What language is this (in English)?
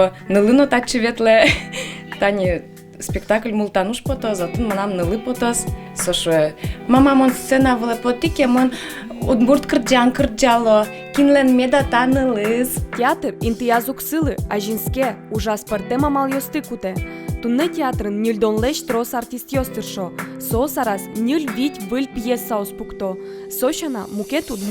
Udmurt